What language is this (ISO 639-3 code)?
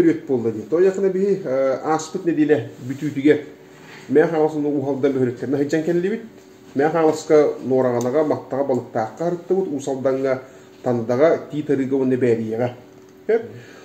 sah